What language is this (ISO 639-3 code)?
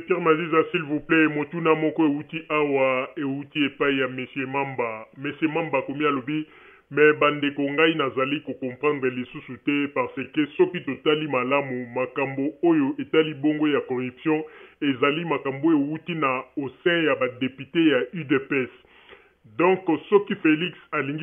lin